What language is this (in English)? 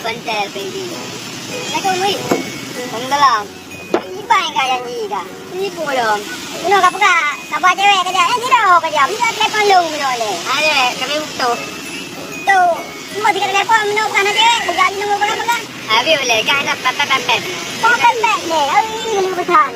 Achinese